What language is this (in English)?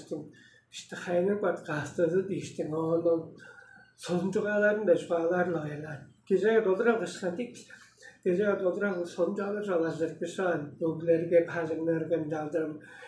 Tuvinian